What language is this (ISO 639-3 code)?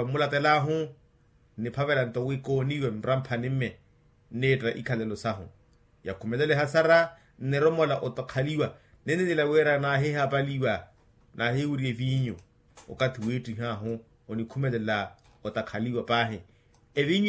vmw